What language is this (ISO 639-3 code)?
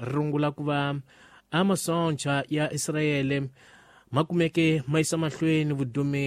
tso